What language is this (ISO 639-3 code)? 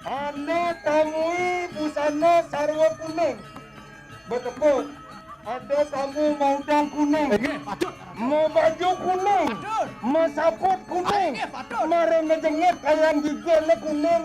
ban